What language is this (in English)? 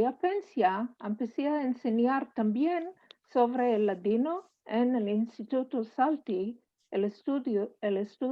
Ladino